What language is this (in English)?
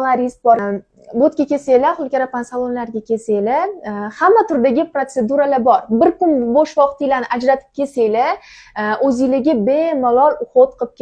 Uzbek